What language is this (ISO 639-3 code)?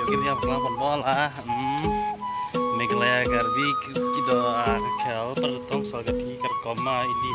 mjw